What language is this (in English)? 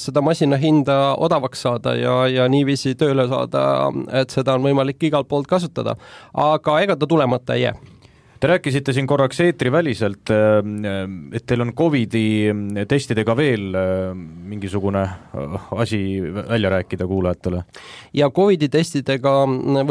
Estonian